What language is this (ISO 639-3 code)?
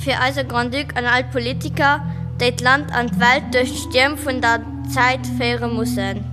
ltz